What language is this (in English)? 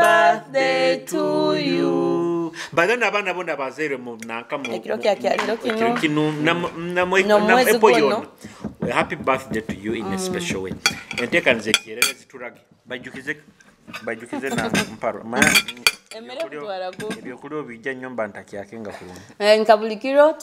Nyoro